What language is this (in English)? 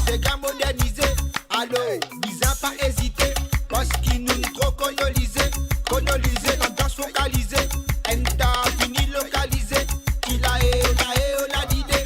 Morisyen